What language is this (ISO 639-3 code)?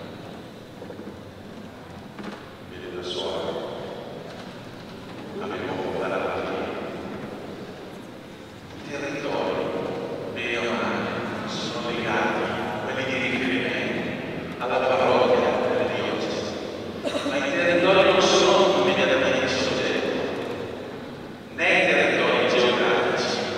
ita